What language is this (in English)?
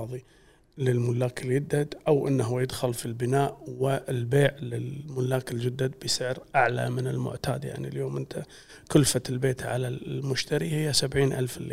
Gulf Arabic